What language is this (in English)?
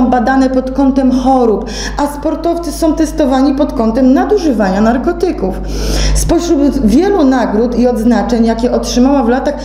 Polish